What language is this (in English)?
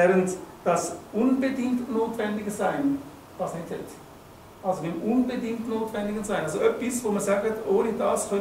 Swiss German